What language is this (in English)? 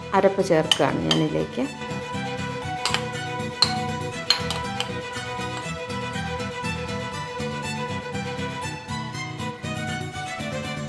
Malayalam